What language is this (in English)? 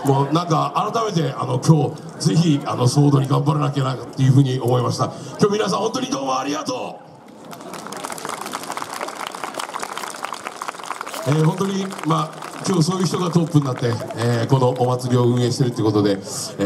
Japanese